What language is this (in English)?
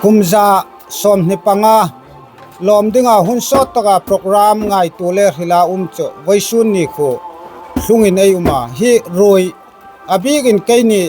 Hmar